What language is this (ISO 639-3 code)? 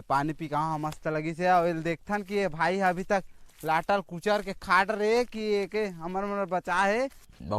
hne